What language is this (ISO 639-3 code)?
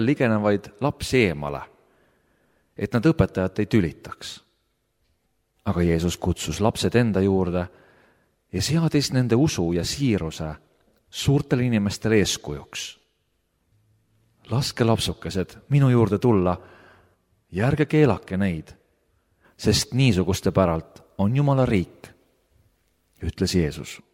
est